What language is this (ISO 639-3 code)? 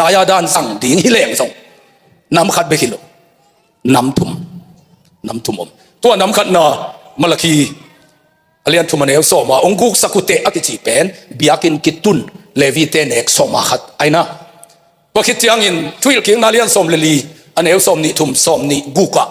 ctd